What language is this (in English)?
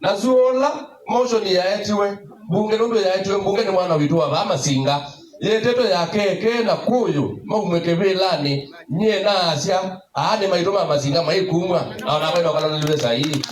Kamba